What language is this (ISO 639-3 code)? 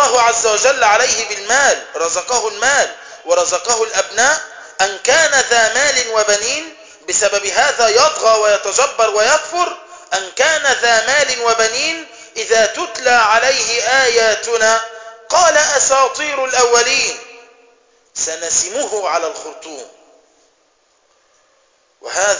ara